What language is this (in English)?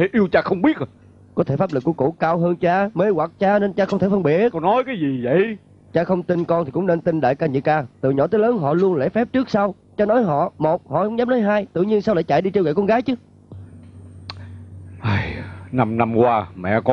Vietnamese